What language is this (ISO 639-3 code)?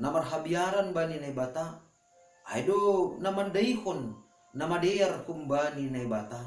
bts